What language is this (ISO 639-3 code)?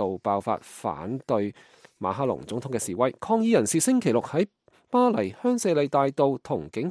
yue